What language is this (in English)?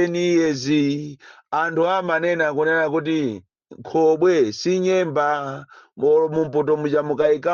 Nyanja